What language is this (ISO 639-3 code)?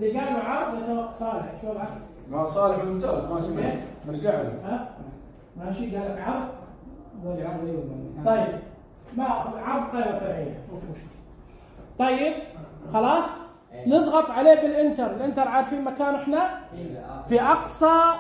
ars